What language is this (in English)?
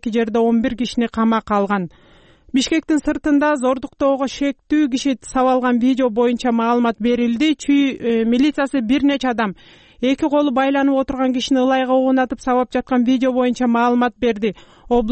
Kyrgyz